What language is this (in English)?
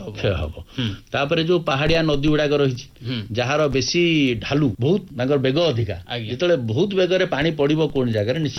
Odia